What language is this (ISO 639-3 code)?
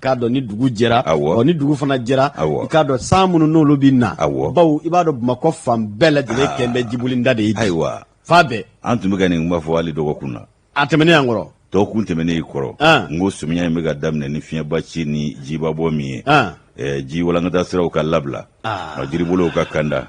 bam